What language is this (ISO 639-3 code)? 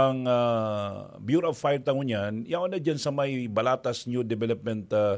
bik